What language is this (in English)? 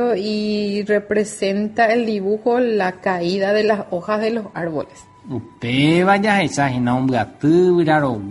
Guarani